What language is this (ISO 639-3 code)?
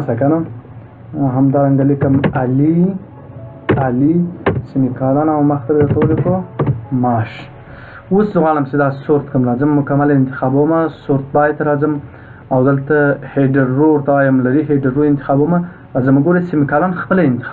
pus